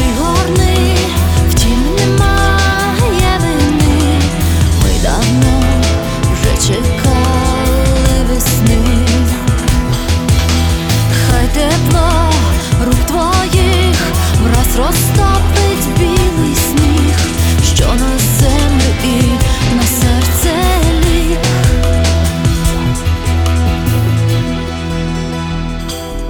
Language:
Ukrainian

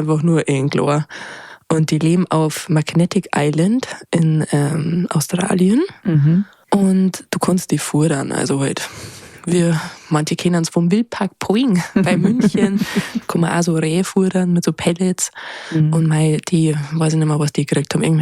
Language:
Bavarian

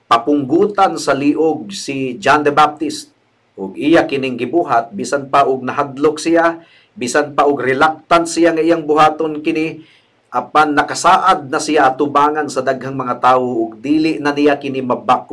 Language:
Cebuano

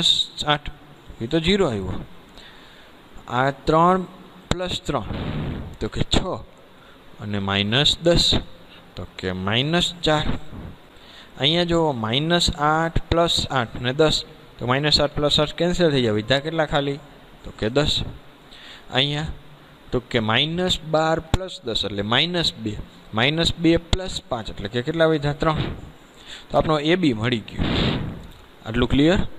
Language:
Gujarati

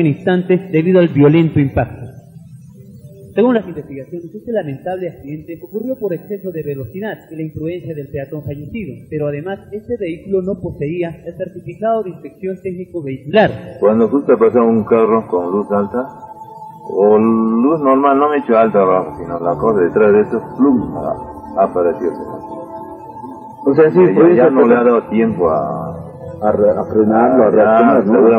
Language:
Spanish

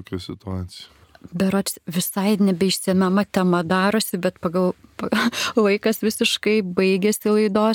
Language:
Lithuanian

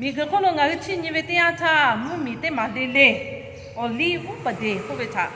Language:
Lahu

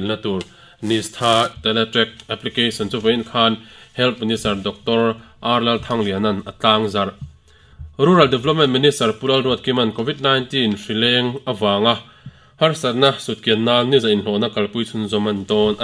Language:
Mizo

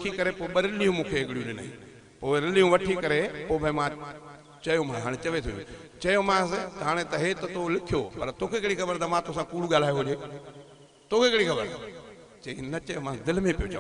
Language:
Sindhi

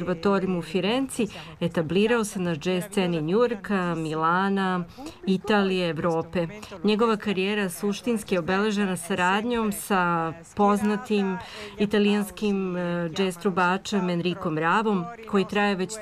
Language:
Serbian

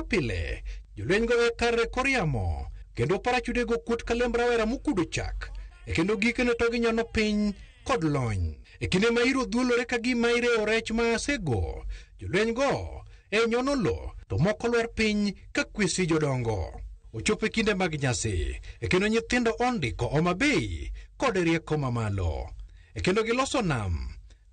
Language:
Luo (Kenya and Tanzania)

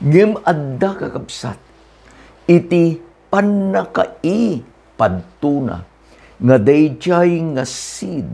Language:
Iloko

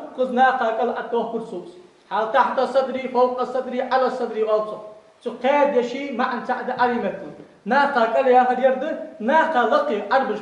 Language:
Ingush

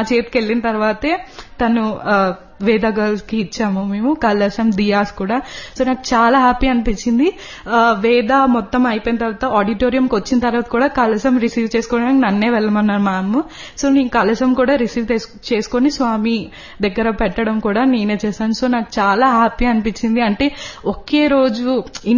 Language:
Telugu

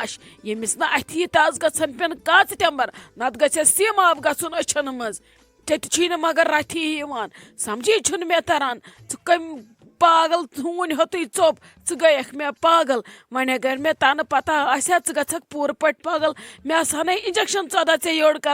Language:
Kashmiri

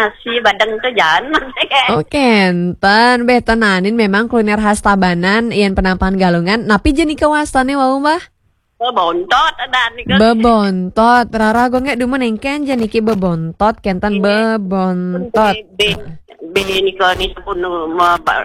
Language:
Balinese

